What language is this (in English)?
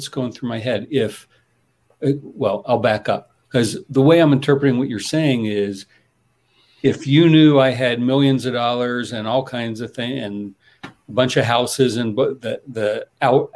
English